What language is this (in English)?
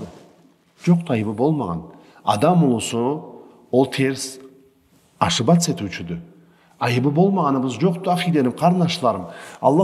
Karachay-Balkar